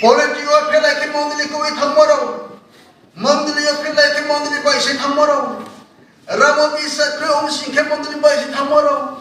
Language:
Riang (India)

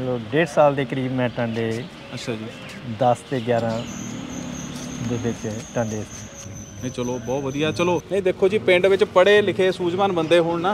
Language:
Punjabi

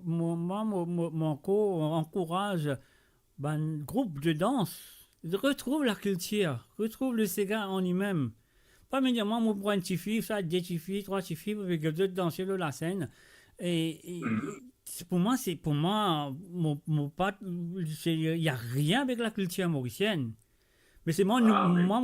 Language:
Morisyen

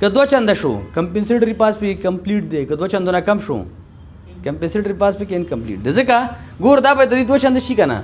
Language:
Pashto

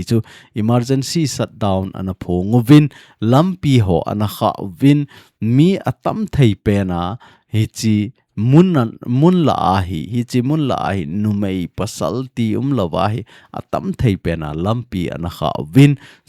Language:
Thado Chin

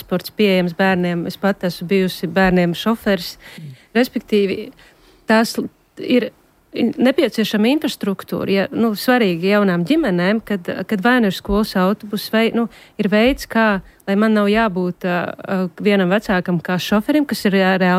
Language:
Latvian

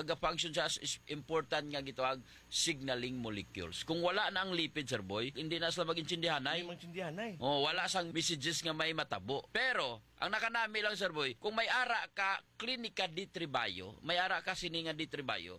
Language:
Hiligaynon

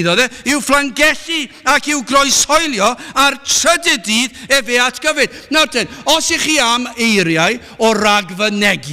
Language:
Welsh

